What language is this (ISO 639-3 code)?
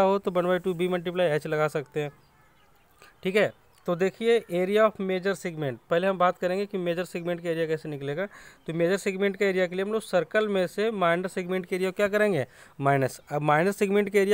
hin